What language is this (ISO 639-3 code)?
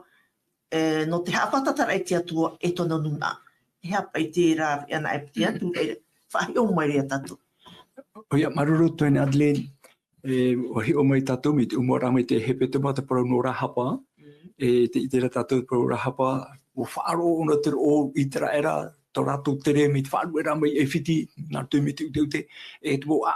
tah